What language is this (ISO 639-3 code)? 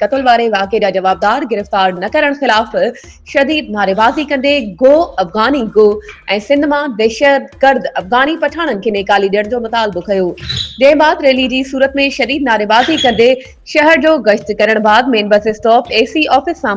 snd